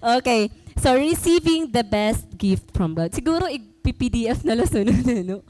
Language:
Waray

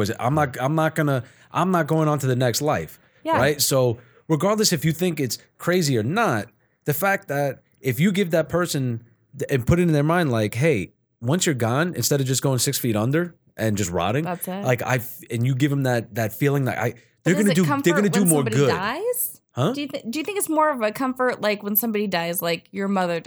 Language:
English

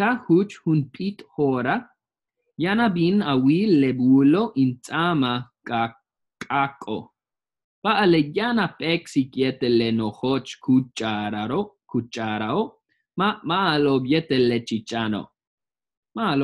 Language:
Yucateco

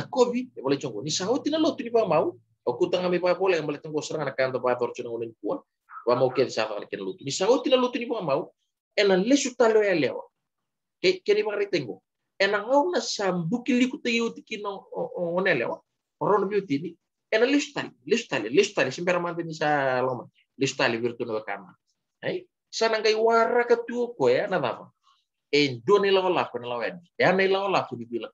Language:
Fijian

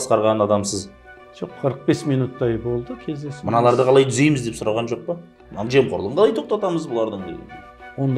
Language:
Kazakh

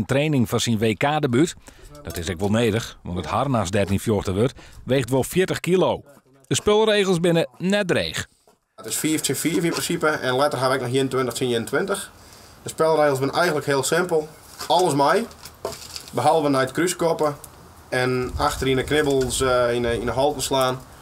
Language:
Western Frisian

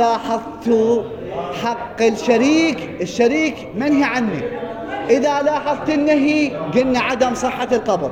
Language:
Mesopotamian Arabic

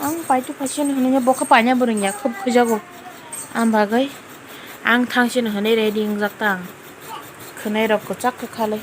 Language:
Kok Borok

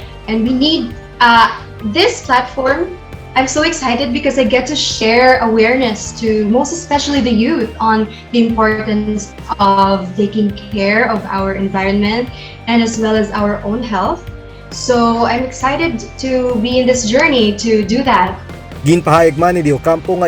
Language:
Hiligaynon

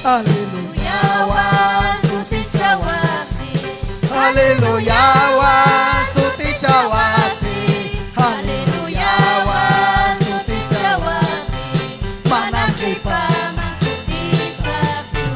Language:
Ayacucho Quechua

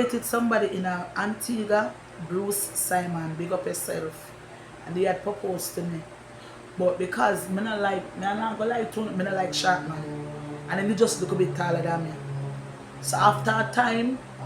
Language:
Jamaican Creole English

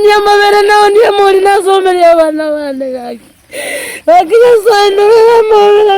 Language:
Gusii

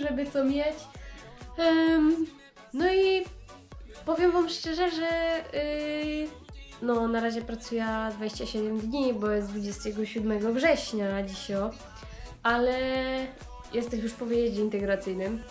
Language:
Silesian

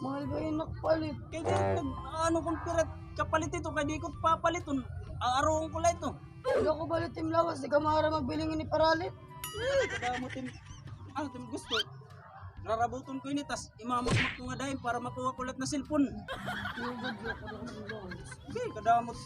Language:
Waray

